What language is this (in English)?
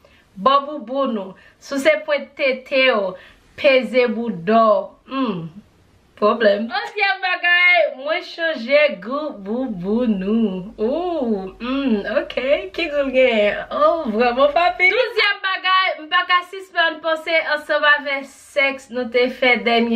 Haitian Creole